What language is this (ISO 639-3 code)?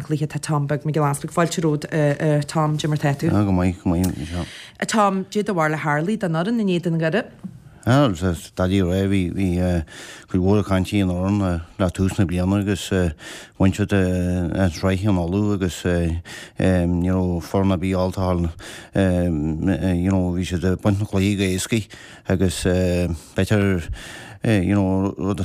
gle